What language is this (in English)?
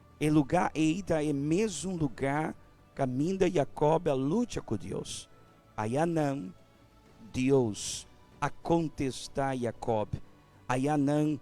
Papiamento